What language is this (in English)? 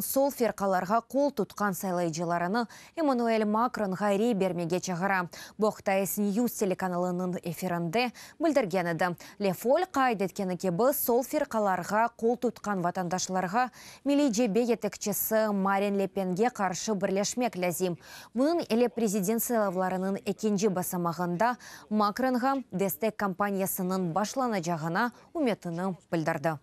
Crimean Tatar